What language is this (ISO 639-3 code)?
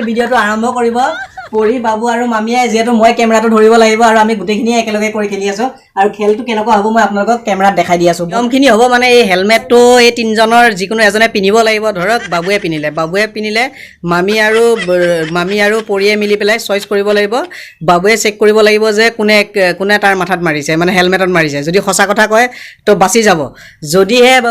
asm